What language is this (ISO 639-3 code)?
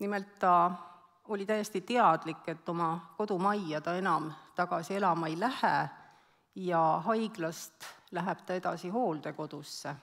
est